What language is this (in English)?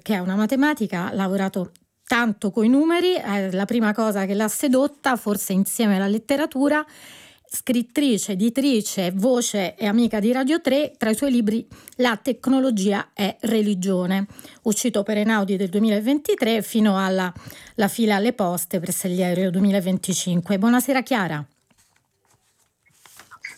Italian